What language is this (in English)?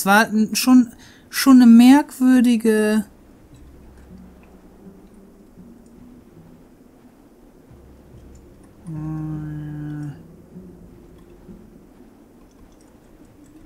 German